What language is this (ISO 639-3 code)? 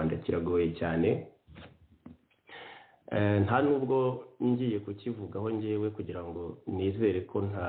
kin